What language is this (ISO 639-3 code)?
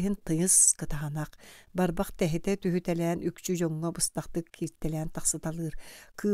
sah